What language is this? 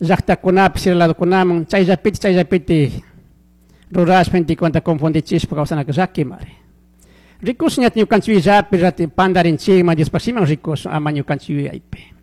Chimborazo Highland Quichua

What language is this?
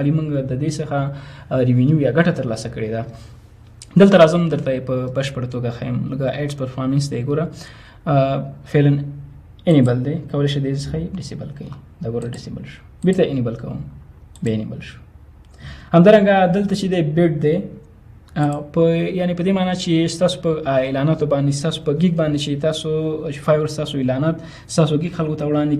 Pashto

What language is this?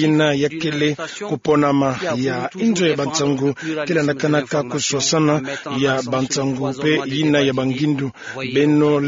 Kituba (Democratic Republic of Congo)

